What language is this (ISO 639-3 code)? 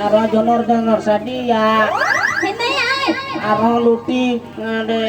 sat